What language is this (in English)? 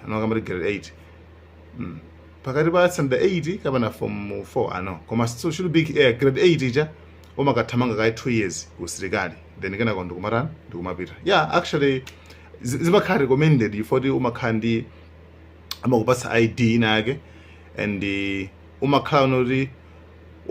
Nyanja